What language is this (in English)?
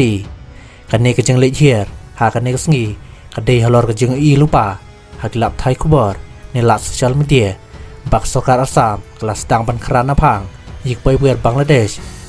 Khasi